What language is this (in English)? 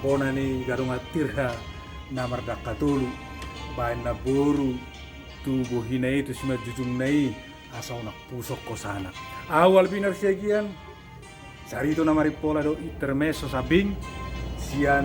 Batak Toba